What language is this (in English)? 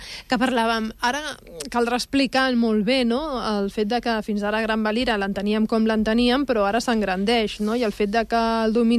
Catalan